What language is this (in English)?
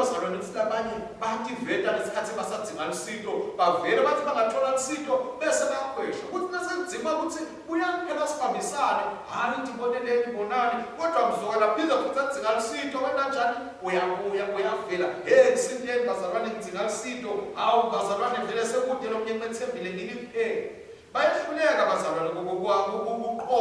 Swati